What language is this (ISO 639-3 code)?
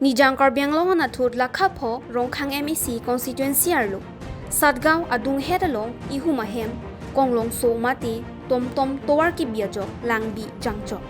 mjw